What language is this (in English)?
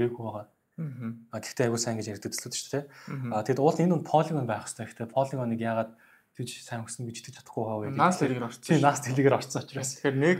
Mongolian